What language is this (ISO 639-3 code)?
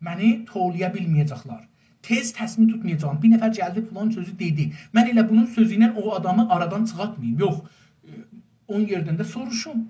azb